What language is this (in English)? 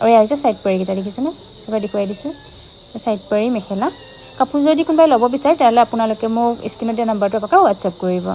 Assamese